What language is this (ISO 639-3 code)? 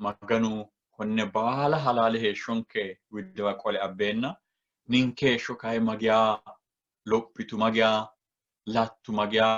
sid